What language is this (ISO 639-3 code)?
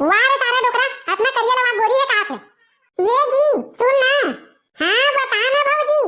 hne